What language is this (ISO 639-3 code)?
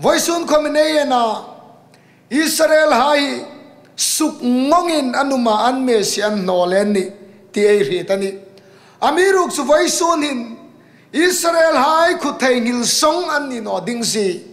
hmr